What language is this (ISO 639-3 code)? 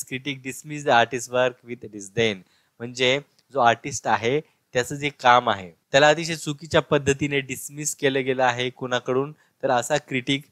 mar